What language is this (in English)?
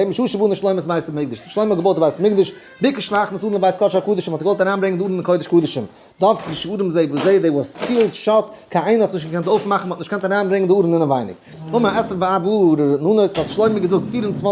Yiddish